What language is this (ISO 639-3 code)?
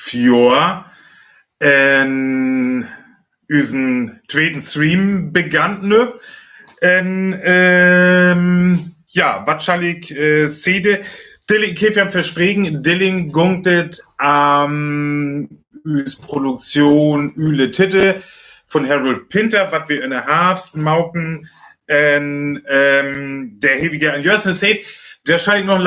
frr